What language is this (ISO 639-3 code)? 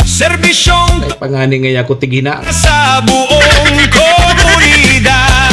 bik